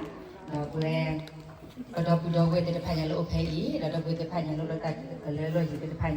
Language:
S'gaw Karen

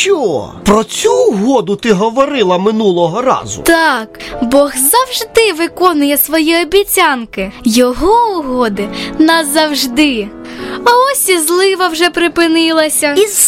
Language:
Ukrainian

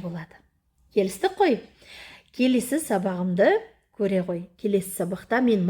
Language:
Kazakh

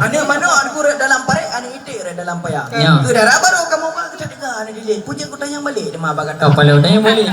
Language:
Achinese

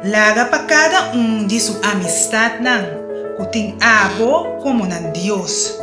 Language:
Papiamento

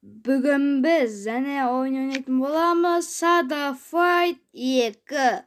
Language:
Kazakh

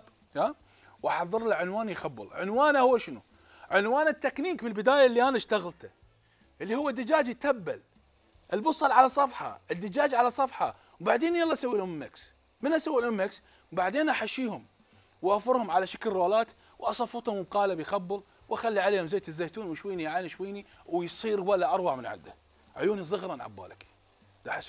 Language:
Mesopotamian Arabic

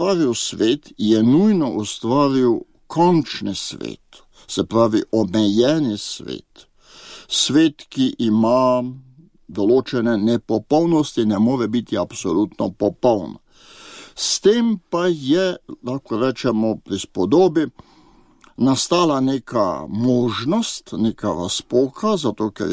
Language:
Slovenian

